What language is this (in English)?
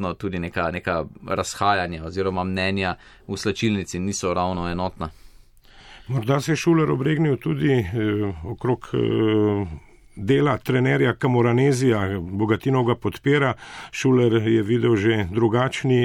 Slovenian